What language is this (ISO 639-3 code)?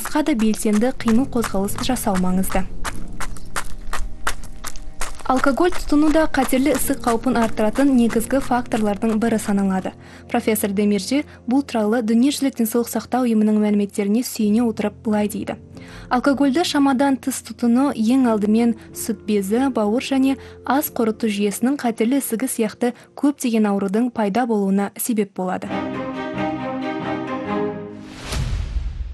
kaz